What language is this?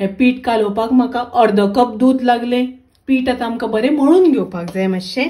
Konkani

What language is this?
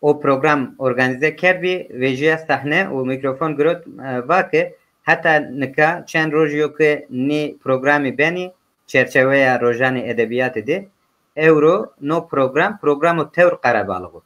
Zaza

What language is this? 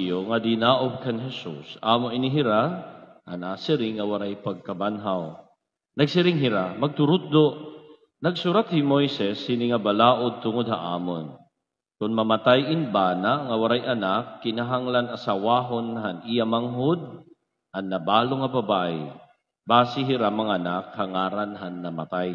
Waray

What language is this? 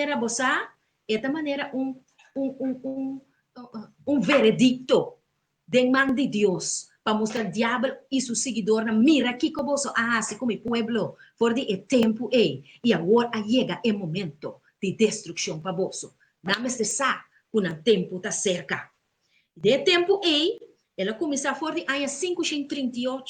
Papiamento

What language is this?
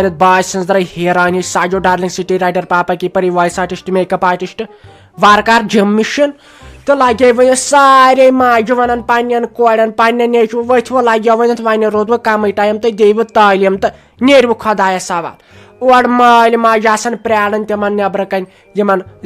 Kashmiri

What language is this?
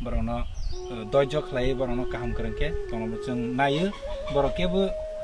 Kok Borok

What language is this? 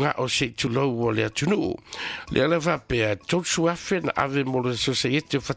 Samoan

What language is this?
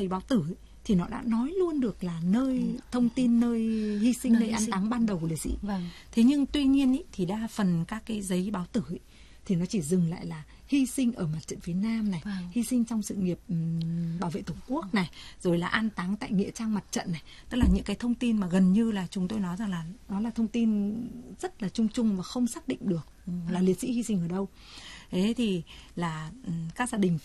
Vietnamese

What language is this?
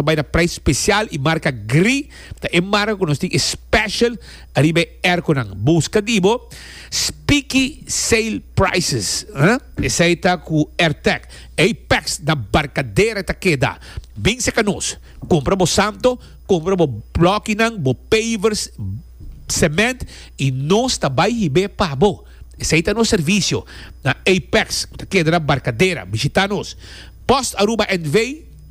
Papiamento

